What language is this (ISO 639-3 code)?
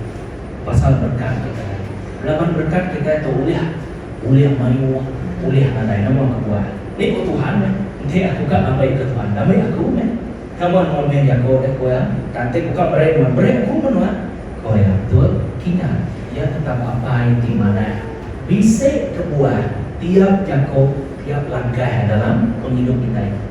iba